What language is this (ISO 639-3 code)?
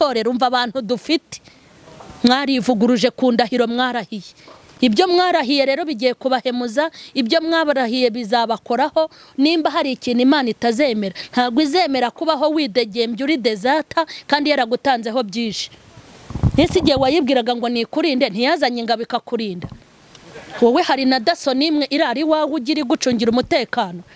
kin